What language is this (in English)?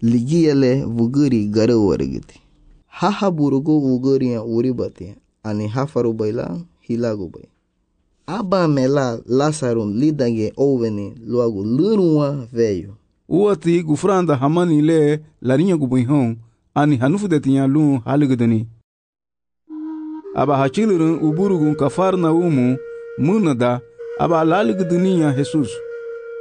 Garifuna